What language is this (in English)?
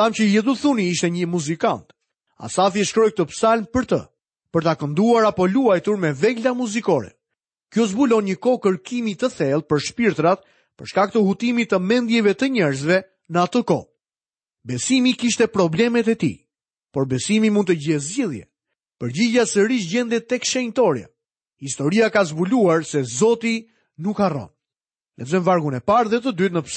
Albanian